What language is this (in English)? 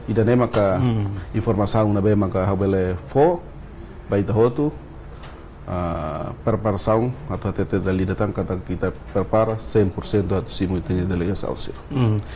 Tetum